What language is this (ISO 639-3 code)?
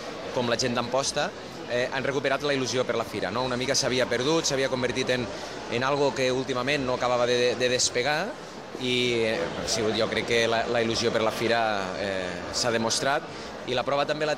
cat